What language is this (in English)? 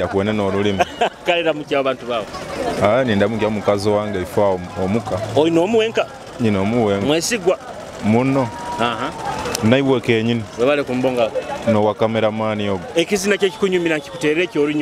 Nyoro